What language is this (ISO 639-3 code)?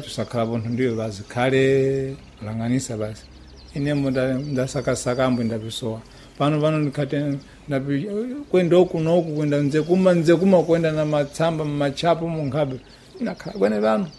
seh